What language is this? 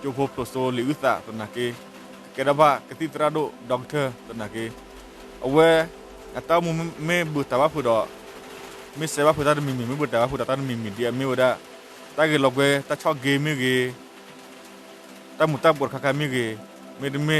S'gaw Karen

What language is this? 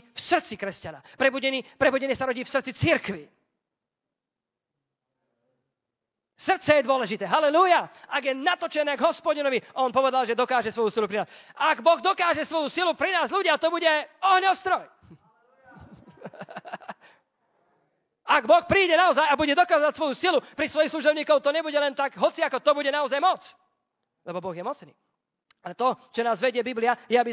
Slovak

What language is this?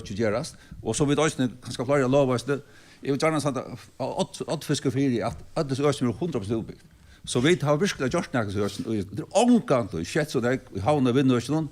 Faroese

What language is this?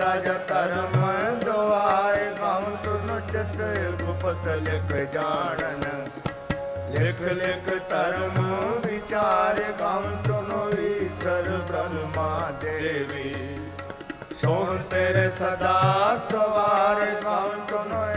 Punjabi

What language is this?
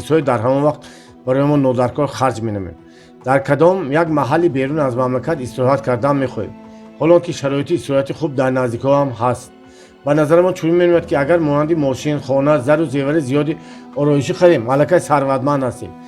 Tajik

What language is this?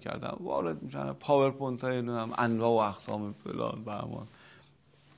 Persian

